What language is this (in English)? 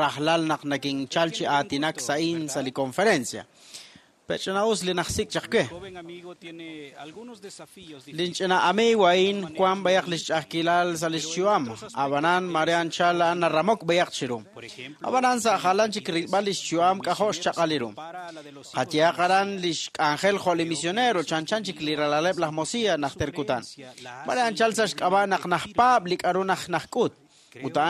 Kekchí